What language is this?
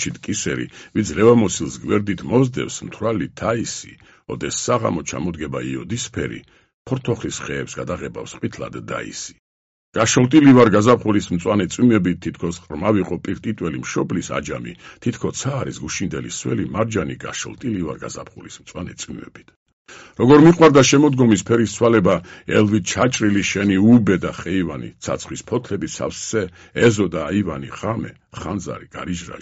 Georgian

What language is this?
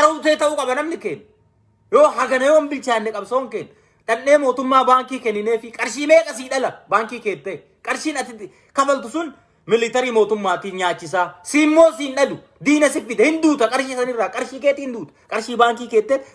Oromo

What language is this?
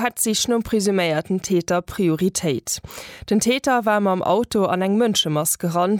Luxembourgish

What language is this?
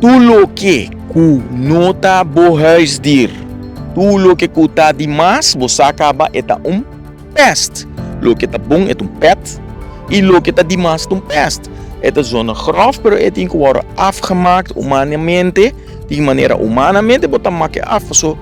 Papiamento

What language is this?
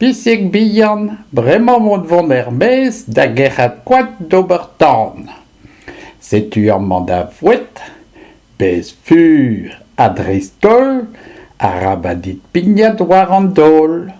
Breton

